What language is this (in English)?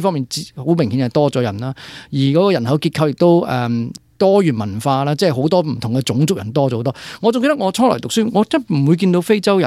Cantonese